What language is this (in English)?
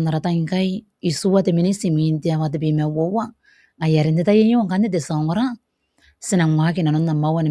Gilbertese